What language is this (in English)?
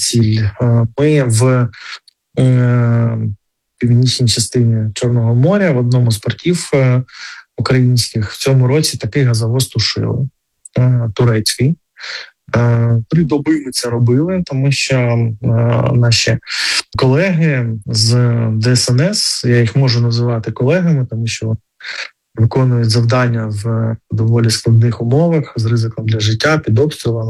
Ukrainian